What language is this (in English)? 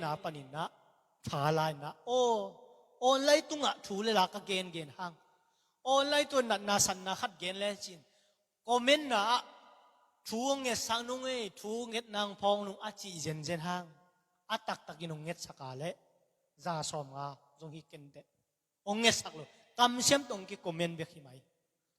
Tedim Chin